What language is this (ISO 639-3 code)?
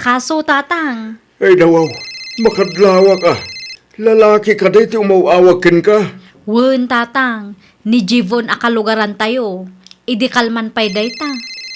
ilo